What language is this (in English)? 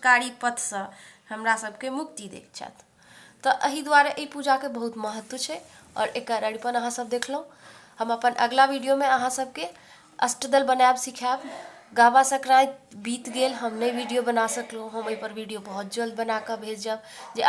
Maithili